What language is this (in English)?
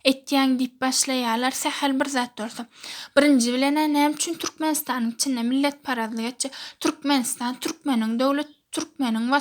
Turkmen